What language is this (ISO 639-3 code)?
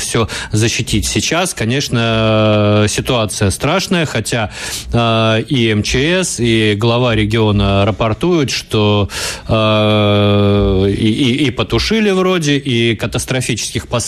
rus